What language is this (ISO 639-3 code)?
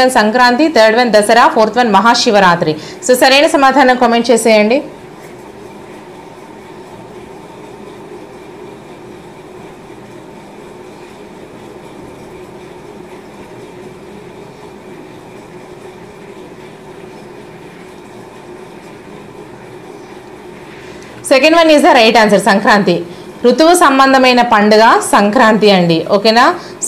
tel